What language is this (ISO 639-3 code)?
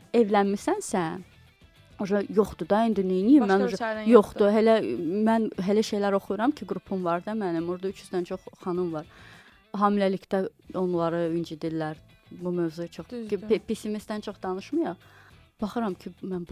aze